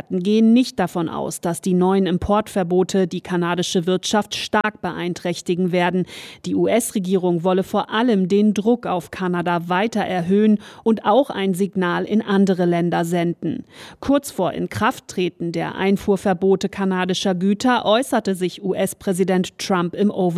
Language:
German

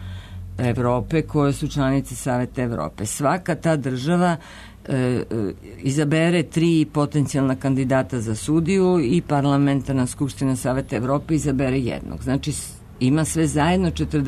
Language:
Serbian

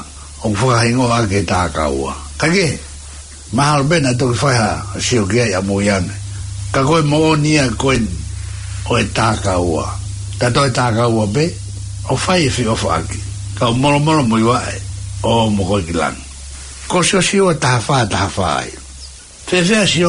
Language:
Tongan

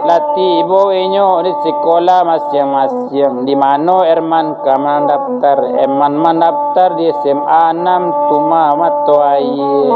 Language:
Minangkabau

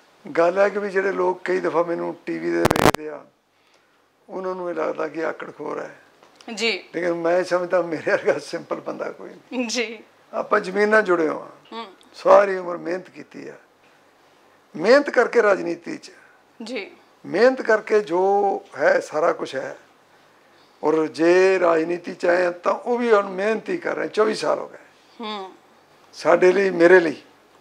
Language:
Punjabi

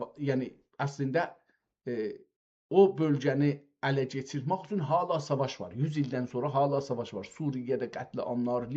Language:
South Azerbaijani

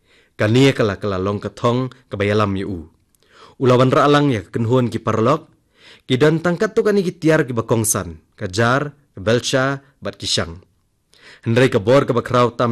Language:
Khasi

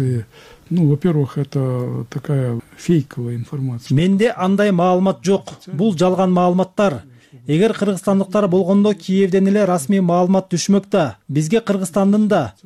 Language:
Kyrgyz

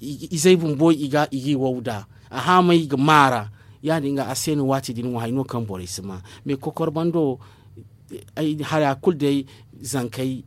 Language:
Zarma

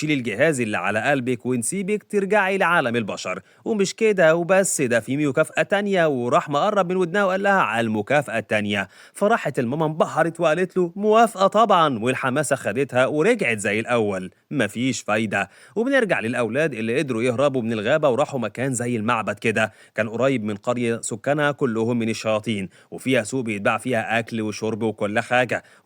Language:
Egyptian Arabic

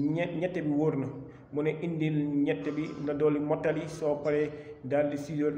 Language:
Wolof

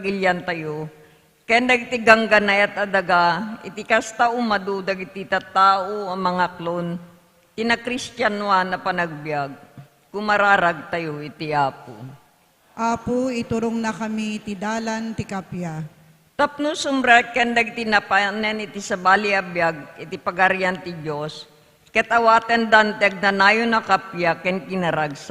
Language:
Iloko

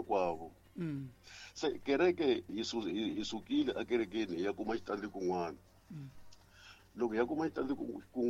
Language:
Tsonga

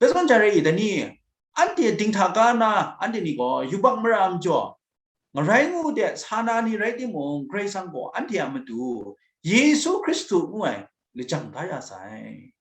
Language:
Kachin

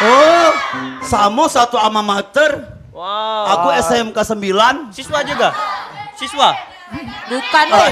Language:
Musi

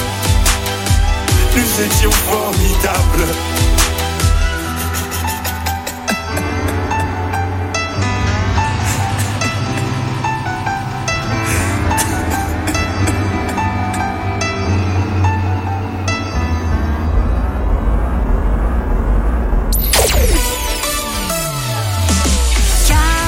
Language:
French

